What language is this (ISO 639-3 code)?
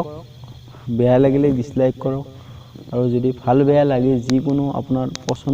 asm